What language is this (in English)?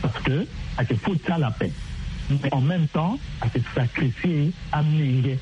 Sango